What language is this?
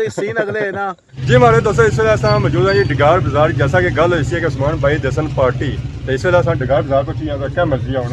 Pahari-Potwari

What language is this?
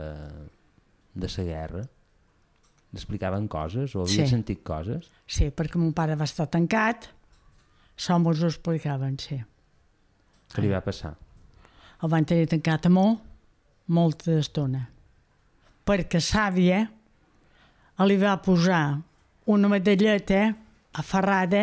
Catalan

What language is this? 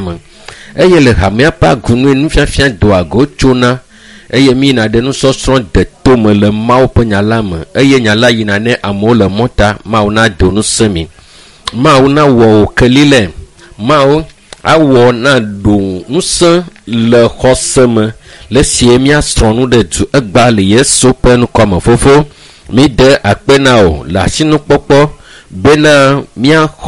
Ewe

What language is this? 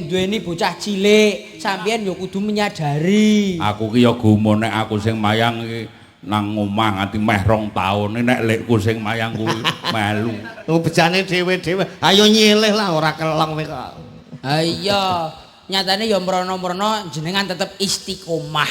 Javanese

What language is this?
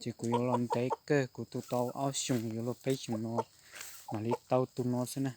Hmong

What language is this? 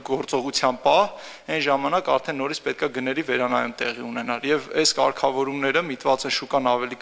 Armenian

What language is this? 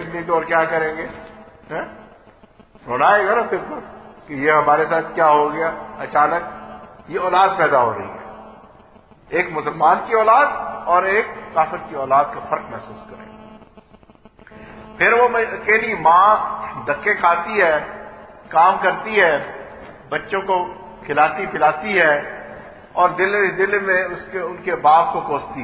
Urdu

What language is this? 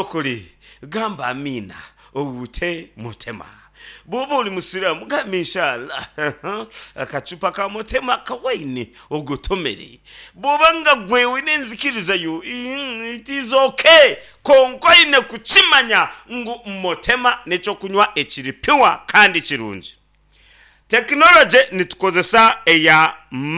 Nyankole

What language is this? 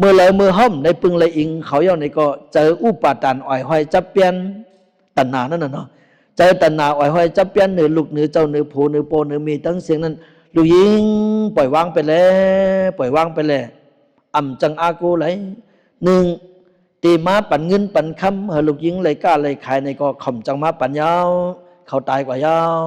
Shan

